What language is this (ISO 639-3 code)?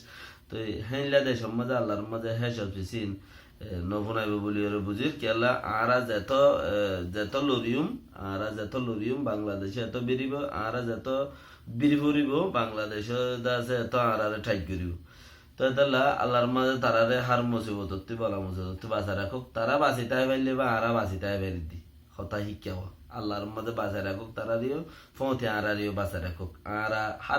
rhg